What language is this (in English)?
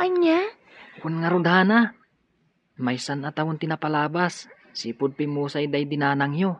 Iloko